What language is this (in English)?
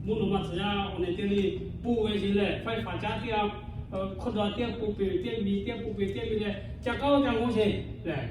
Lahu